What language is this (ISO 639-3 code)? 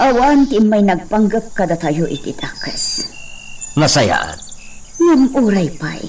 ilo